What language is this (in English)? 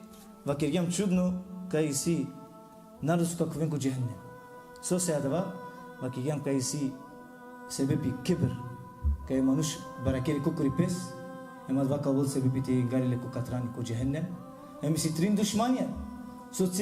Balkan Romani